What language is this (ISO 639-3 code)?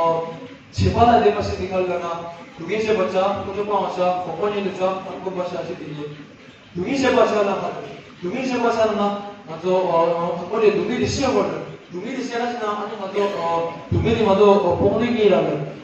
bod